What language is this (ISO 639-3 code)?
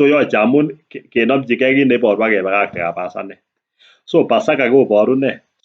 kln